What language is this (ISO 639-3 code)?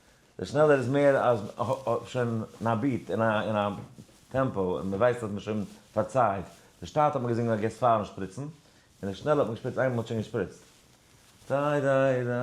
yid